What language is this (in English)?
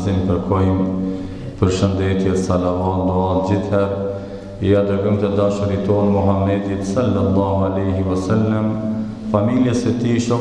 Albanian